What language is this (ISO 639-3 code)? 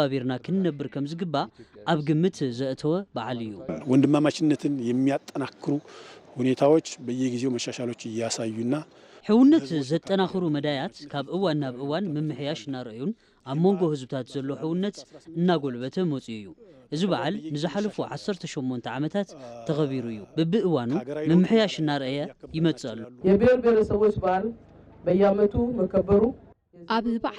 tir